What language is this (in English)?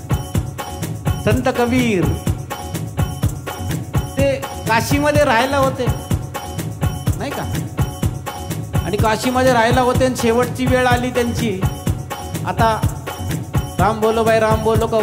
Marathi